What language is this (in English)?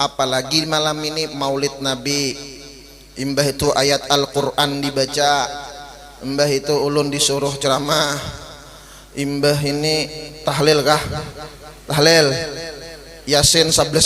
Banjar